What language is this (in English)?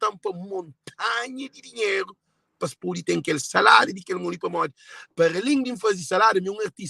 Kabuverdianu